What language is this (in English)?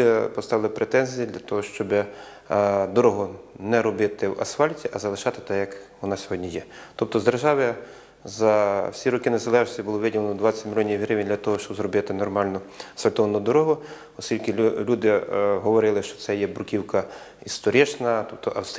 Ukrainian